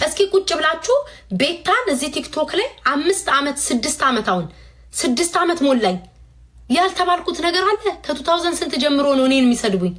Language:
Amharic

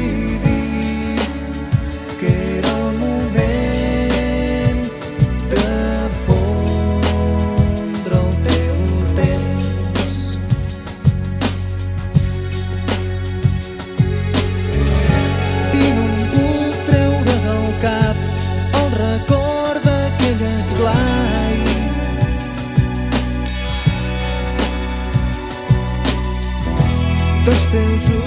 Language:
Catalan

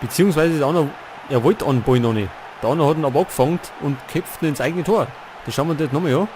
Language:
Bavarian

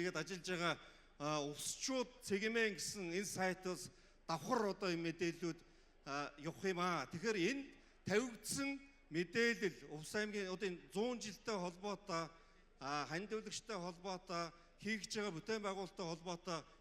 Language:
Mongolian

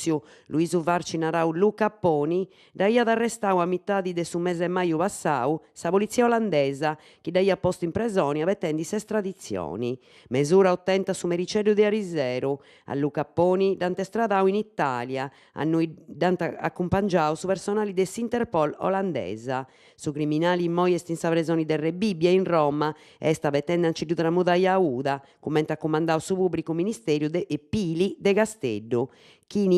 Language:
Sardinian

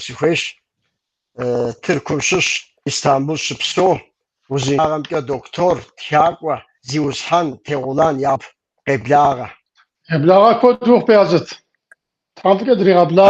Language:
Kabardian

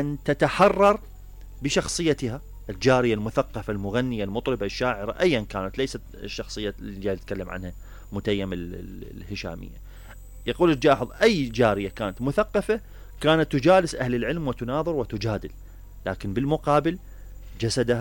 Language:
Mesopotamian Arabic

